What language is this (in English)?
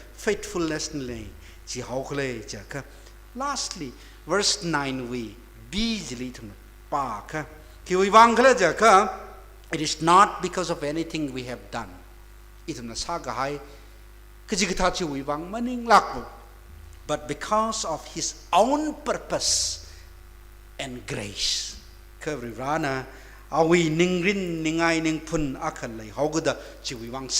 Tangkhul Naga (India)